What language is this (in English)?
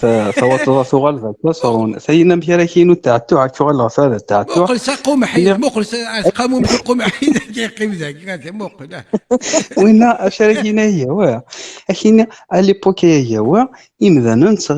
Kabyle